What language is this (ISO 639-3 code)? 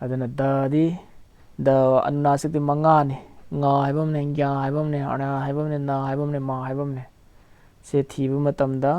mni